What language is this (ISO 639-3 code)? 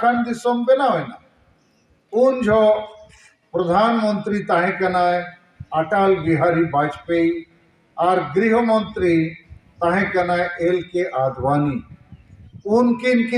sat